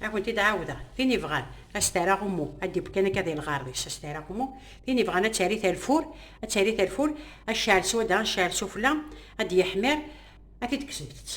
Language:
Kabyle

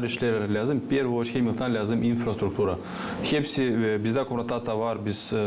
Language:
Gagauz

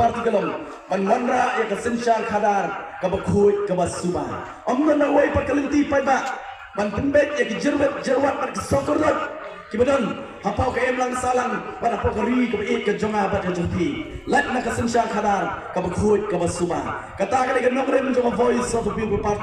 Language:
Khasi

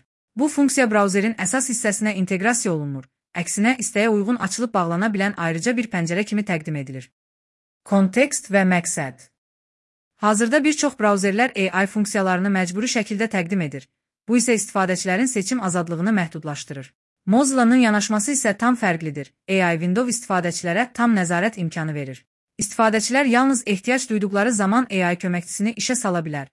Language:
Azerbaijani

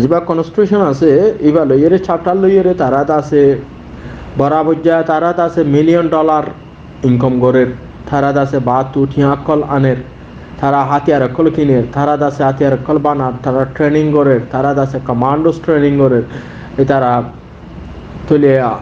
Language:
Rohingya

